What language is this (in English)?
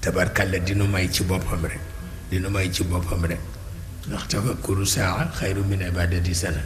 Wolof